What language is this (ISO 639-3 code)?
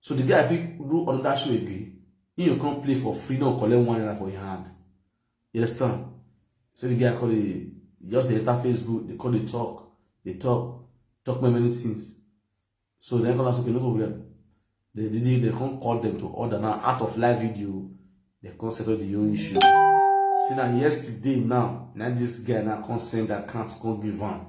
pcm